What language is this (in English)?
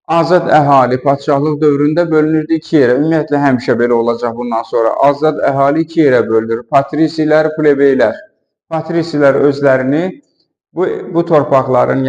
Azerbaijani